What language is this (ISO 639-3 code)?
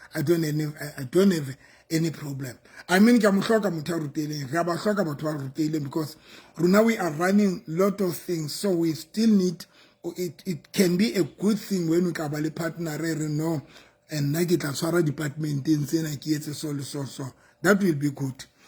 sot